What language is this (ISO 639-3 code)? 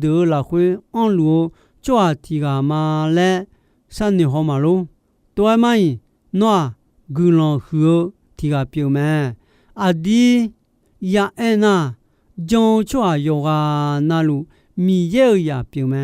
ahk